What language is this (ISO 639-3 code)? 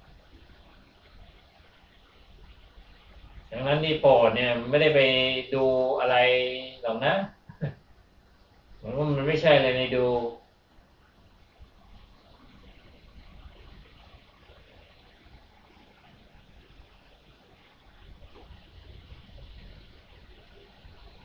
tha